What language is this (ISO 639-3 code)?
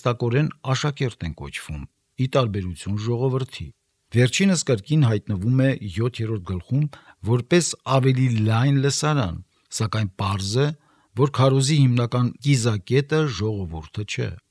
hye